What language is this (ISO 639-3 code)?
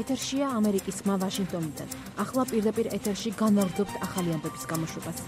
kat